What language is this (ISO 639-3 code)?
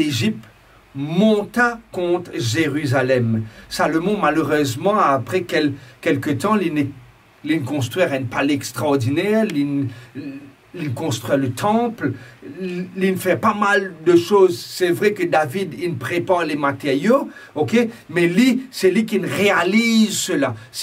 mfe